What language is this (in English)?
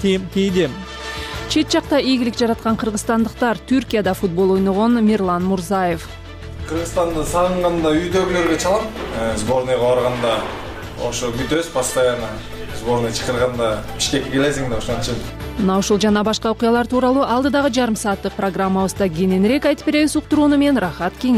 Kyrgyz